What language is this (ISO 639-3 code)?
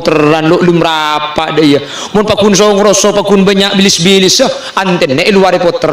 mad